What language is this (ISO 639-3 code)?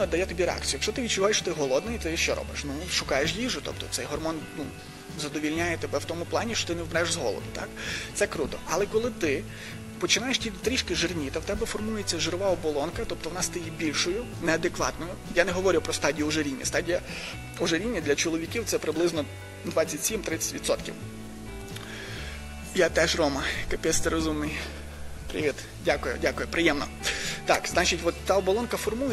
ukr